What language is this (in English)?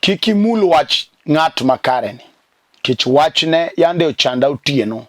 Luo (Kenya and Tanzania)